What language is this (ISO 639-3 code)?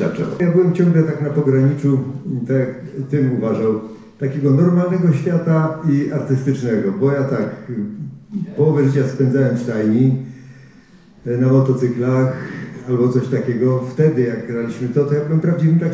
pol